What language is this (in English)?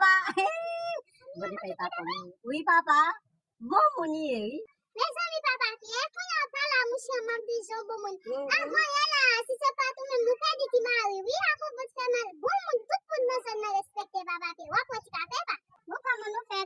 Haitian Creole